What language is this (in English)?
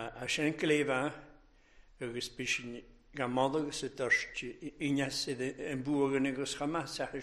Welsh